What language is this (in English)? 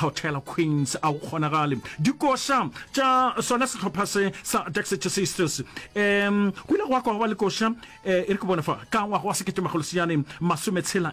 Northern Sotho